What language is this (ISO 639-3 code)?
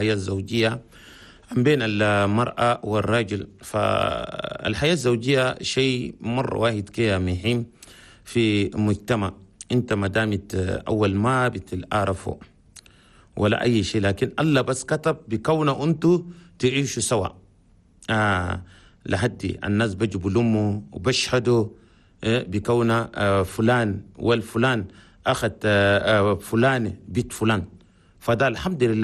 shu